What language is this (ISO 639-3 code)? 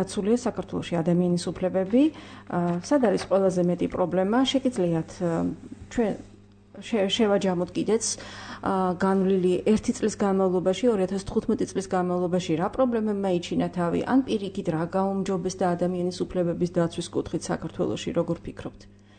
kat